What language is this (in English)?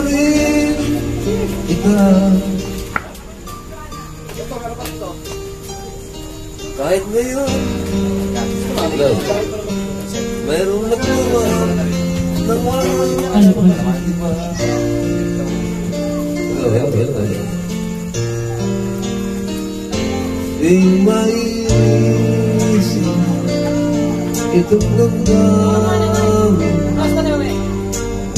Filipino